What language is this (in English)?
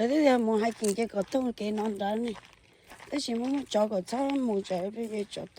Hmong